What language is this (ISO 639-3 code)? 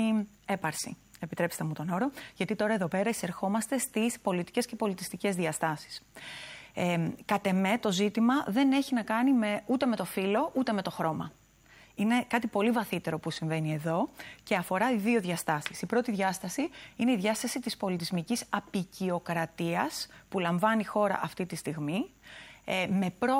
ell